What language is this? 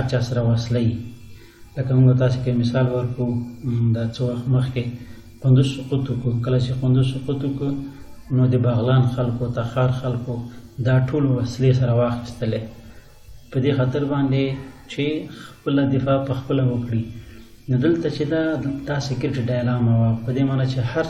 Pashto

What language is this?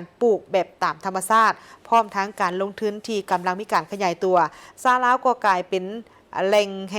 Lao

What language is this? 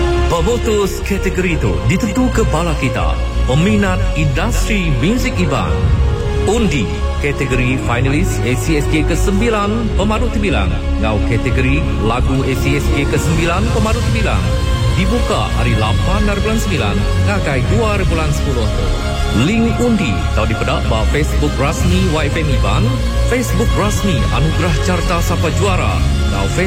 Iban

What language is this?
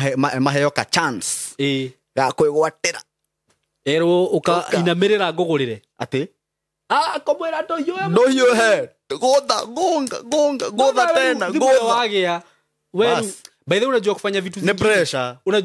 Kikuyu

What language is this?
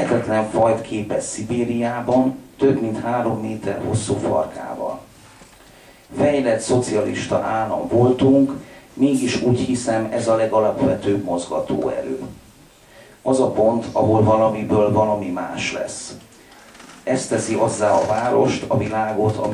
Hungarian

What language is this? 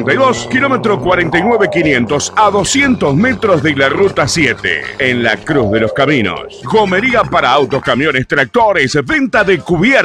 Spanish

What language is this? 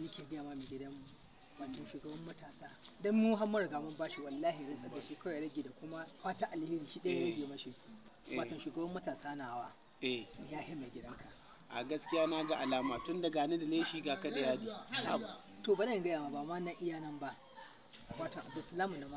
Hausa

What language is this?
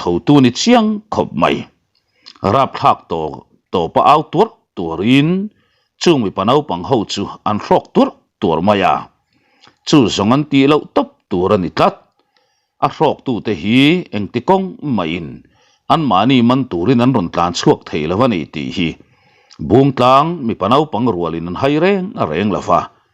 Mizo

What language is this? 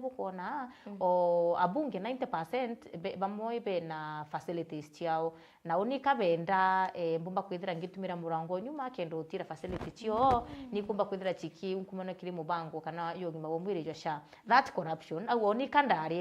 Meru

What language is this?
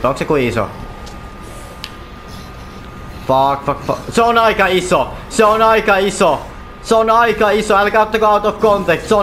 Finnish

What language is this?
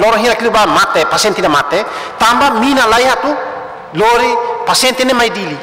Tetum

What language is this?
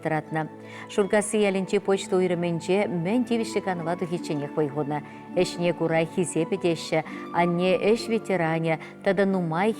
Chuvash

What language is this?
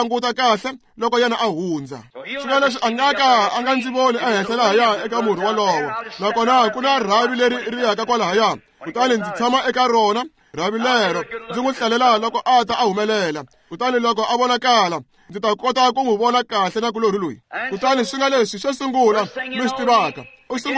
Tsonga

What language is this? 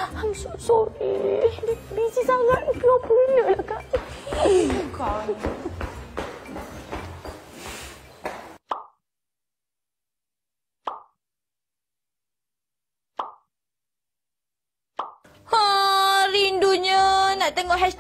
Malay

